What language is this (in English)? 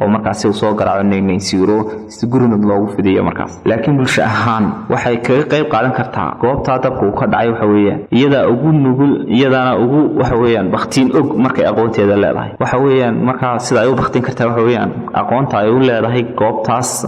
Somali